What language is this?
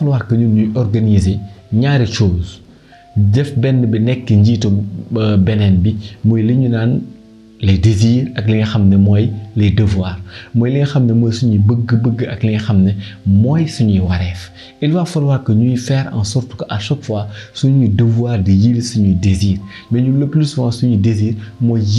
Wolof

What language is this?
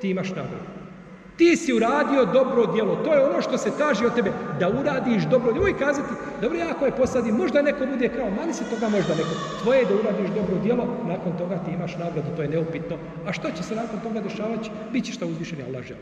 Bosnian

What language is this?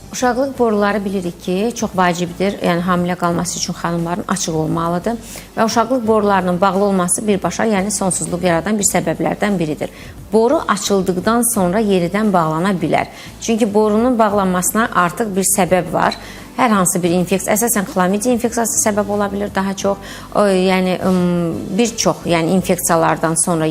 Azerbaijani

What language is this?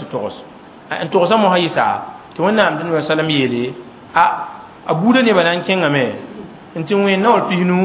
Mossi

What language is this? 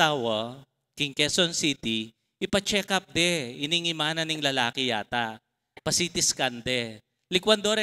Pampanga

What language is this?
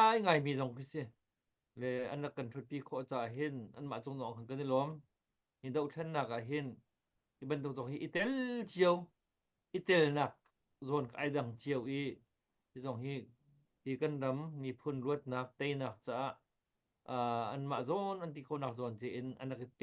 Hakha Chin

